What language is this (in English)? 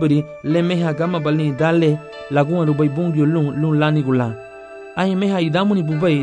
Garifuna